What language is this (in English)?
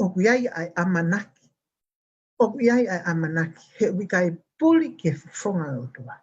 Tongan